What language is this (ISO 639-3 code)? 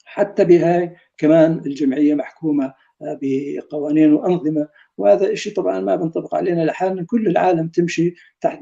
apc